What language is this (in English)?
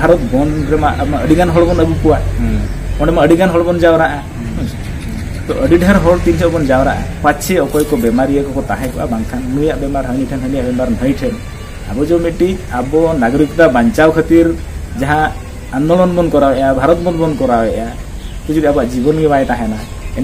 Santali